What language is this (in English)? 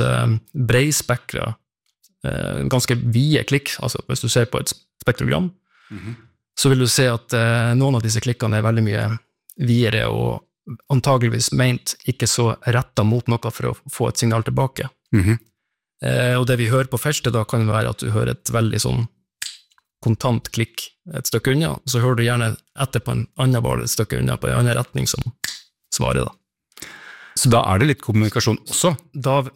Norwegian